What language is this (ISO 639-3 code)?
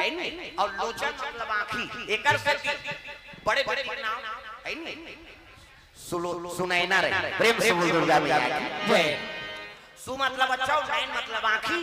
hne